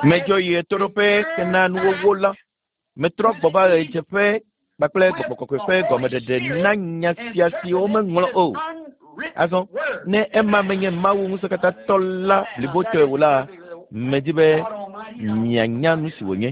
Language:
Ewe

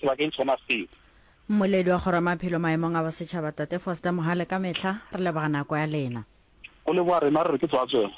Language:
Northern Sotho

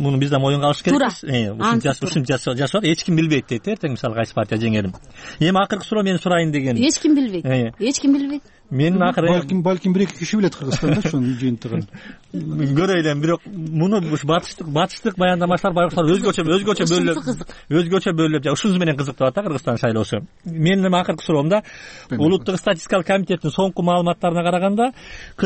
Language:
Kyrgyz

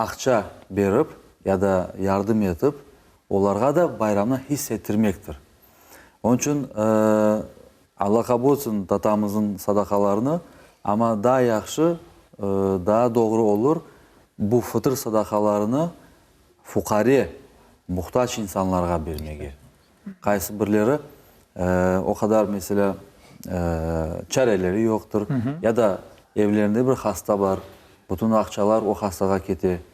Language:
Crimean Tatar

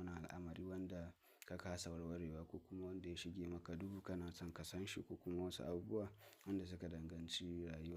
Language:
Hausa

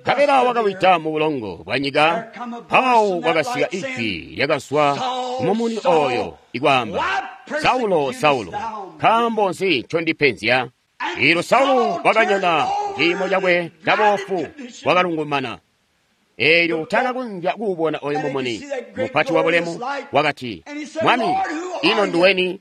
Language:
Tonga (Zambia)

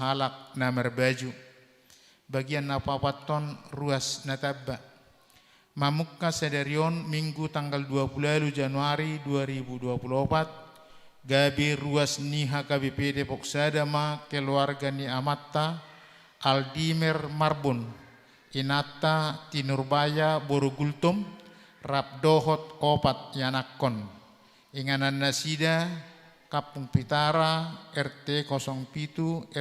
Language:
Batak Toba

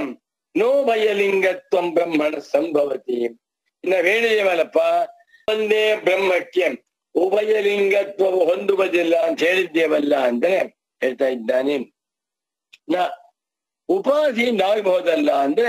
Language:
Kannada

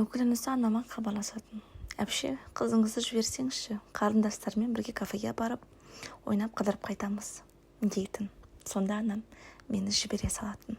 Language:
Kazakh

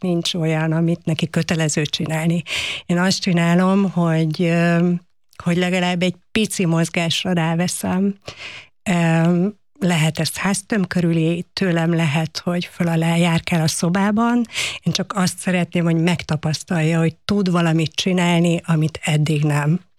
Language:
Hungarian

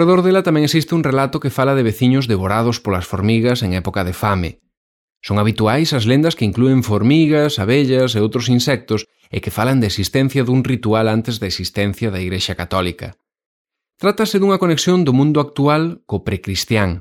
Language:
Galician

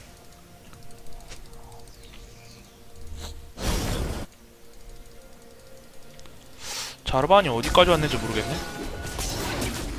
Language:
Korean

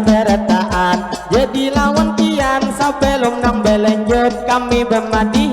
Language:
Banjar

